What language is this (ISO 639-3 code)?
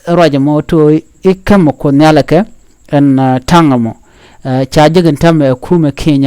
nus